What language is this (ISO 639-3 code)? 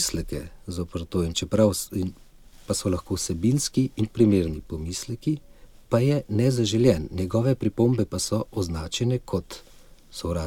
slv